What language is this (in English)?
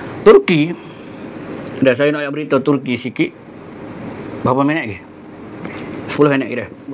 Malay